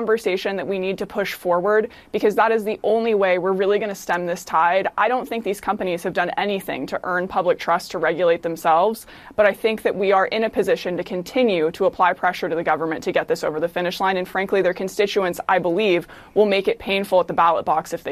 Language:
English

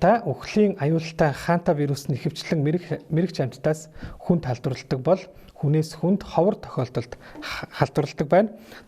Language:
Mongolian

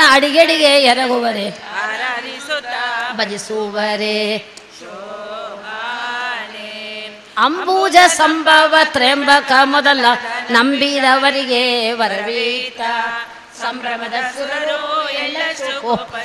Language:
Kannada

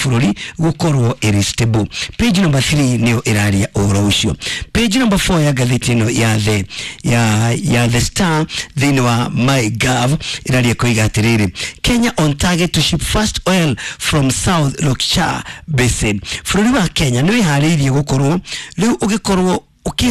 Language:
Kikuyu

